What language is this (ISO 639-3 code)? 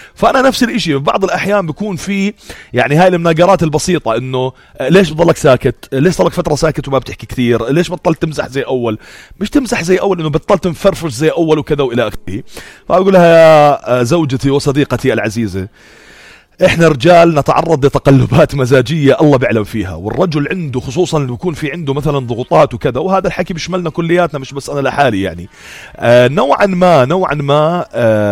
apc